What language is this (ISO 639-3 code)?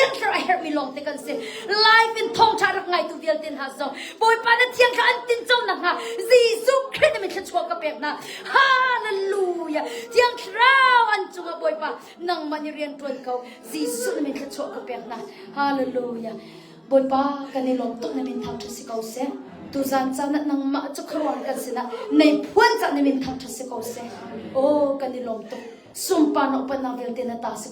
cnh